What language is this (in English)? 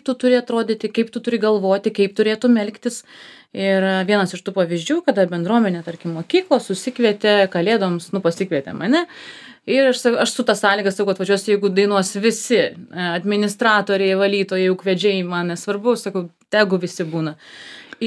Lithuanian